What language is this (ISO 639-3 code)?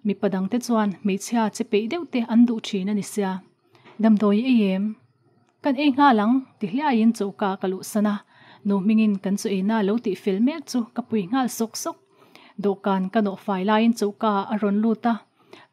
lus